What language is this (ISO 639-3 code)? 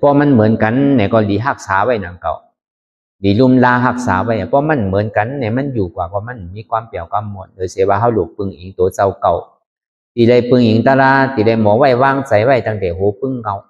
shn